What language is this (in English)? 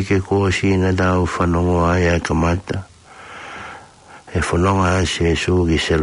Tongan